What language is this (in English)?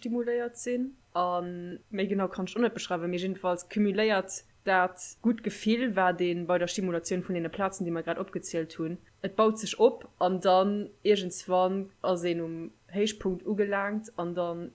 Luxembourgish